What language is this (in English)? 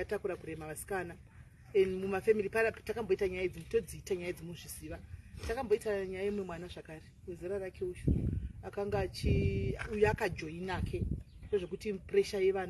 Shona